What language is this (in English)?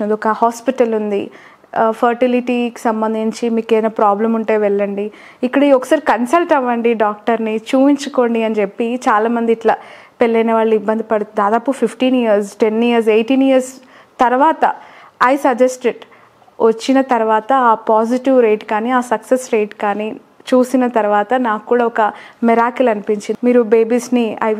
Telugu